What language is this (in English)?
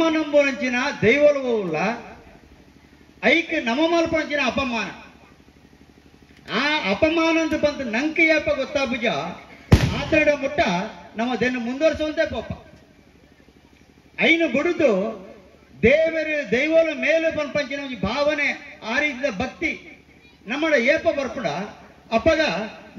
Tulu